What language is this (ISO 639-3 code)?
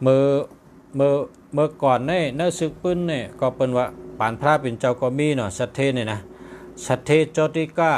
shn